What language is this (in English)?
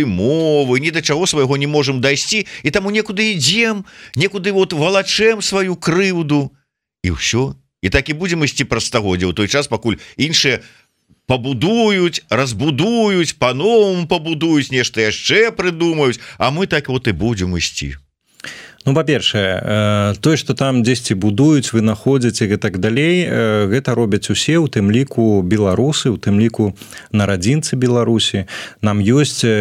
Belarusian